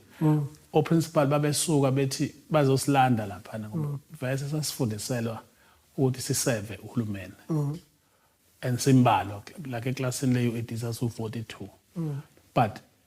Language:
Zulu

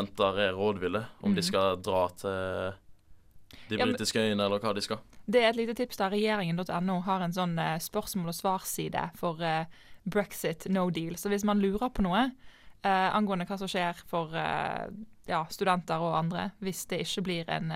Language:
Norwegian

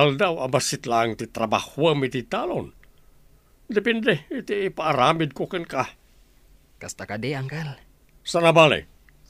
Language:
Iloko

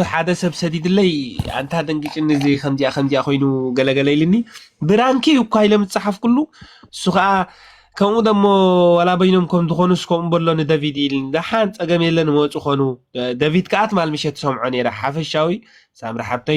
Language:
Tigrinya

